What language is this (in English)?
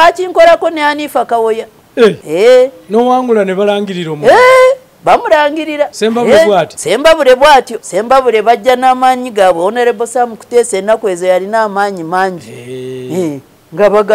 Ganda